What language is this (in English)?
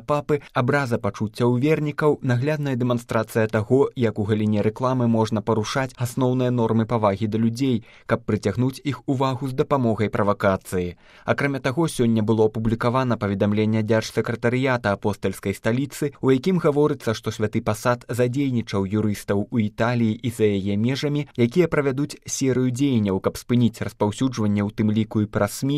Belarusian